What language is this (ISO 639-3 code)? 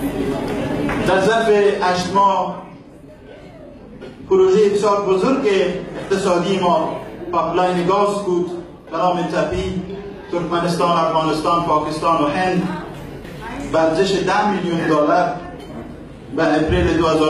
fas